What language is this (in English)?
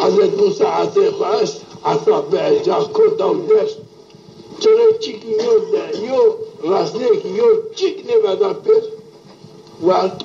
Zaza